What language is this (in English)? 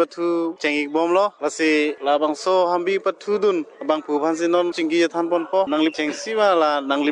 Karbi